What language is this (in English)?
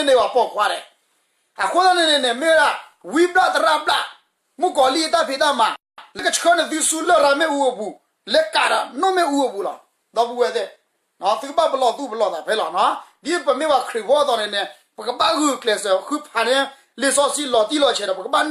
S'gaw Karen